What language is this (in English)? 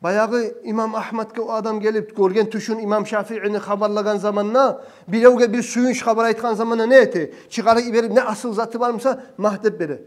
Kumyk